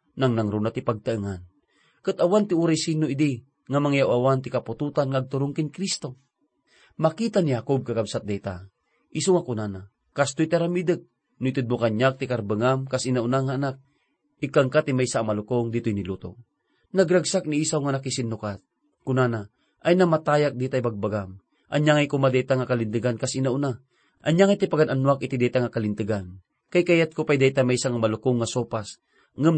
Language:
Iloko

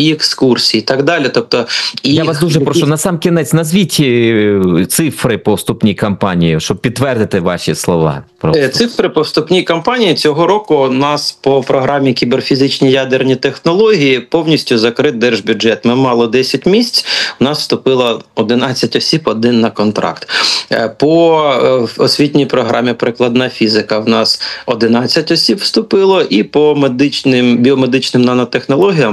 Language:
Ukrainian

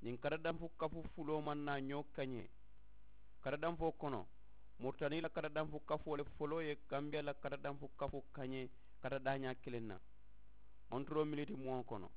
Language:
Mandingo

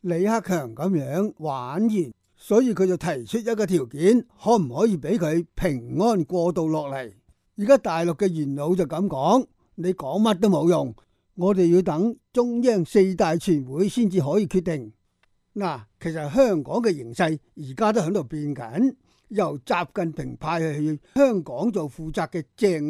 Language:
Cantonese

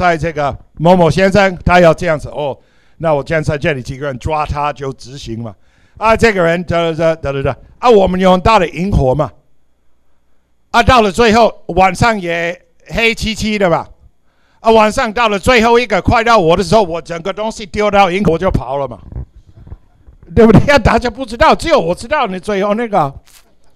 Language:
Chinese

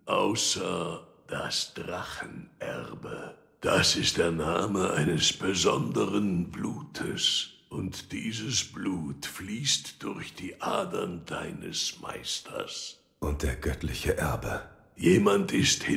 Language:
German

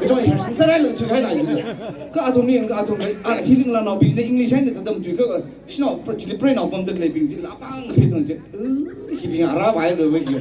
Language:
Tangkhul Naga (India)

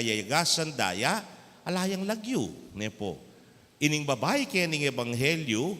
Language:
Pampanga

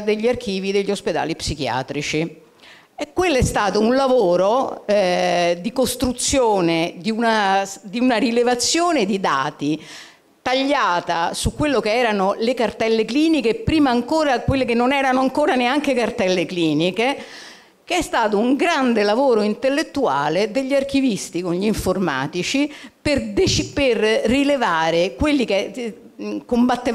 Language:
Italian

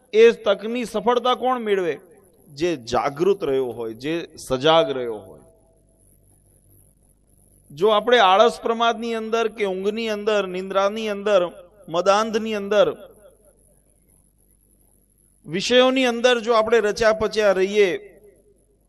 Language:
Gujarati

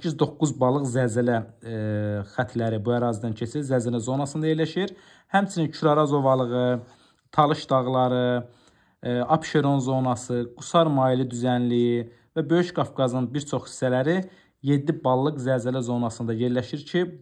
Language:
Azerbaijani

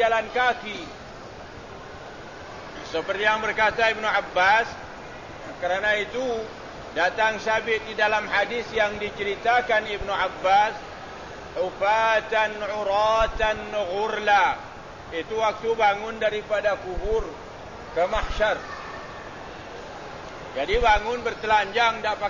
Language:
Malay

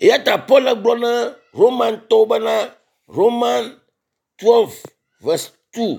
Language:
Ewe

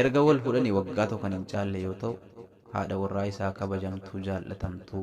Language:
Oromo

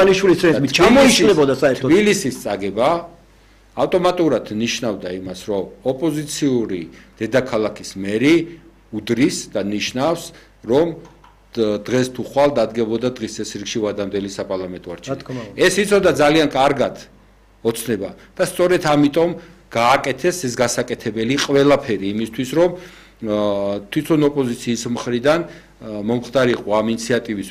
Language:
Georgian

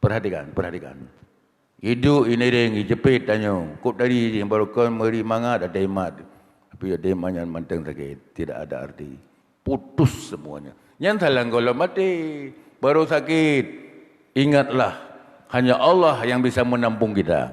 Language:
Achinese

